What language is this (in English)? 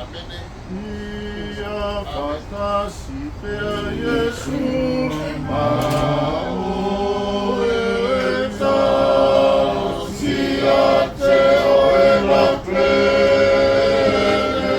Samoan